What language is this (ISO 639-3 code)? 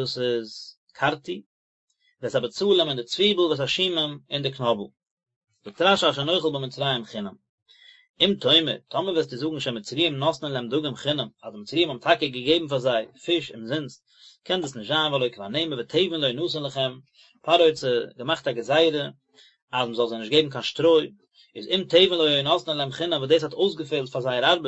yid